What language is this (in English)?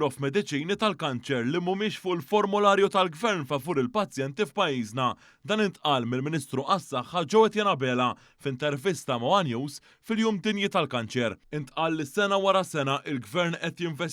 Maltese